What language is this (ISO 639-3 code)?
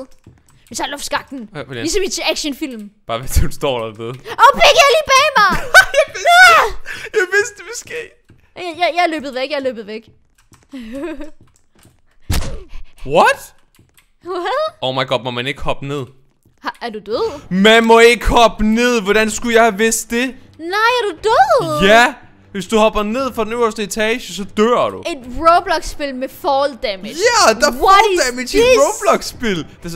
dan